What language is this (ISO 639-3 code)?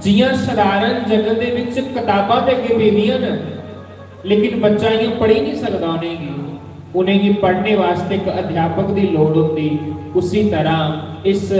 doi